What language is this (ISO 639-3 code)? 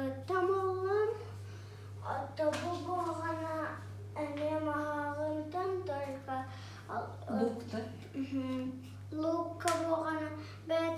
sah